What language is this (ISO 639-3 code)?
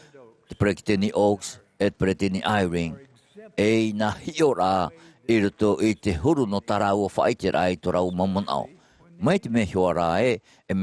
tah